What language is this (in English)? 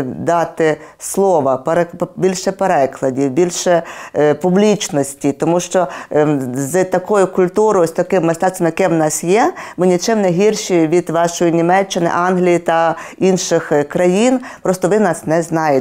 Ukrainian